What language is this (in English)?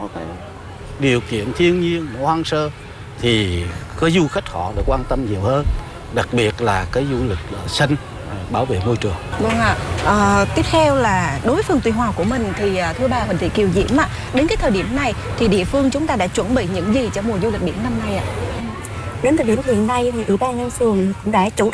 Vietnamese